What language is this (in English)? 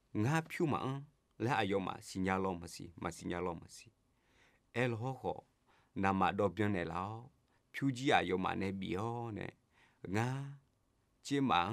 Akha